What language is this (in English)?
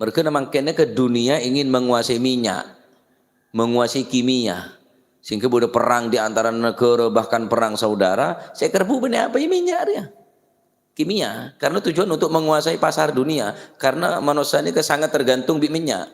Madurese